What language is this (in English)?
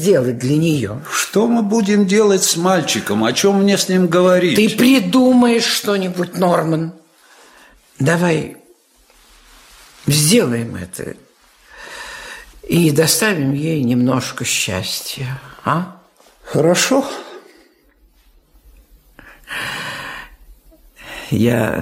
Russian